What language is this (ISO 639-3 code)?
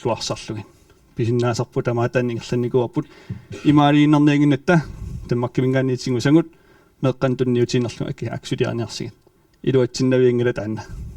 kal